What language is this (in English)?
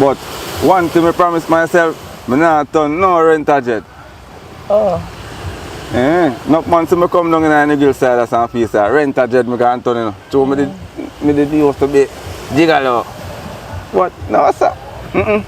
Jamaican Creole English